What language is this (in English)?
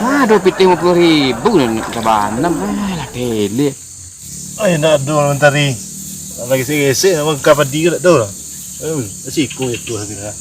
Minangkabau